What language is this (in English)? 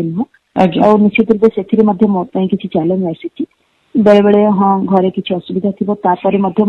Odia